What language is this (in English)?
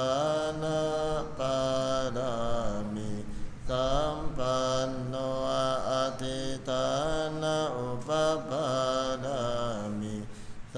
Pali